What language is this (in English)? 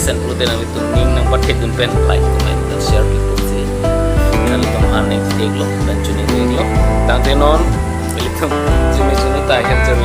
Karbi